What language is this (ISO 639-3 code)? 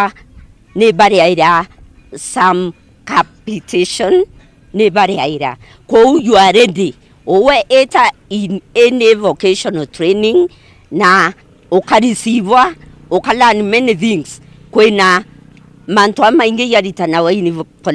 mer